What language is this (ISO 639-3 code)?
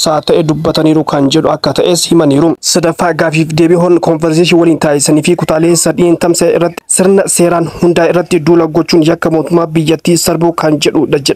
orm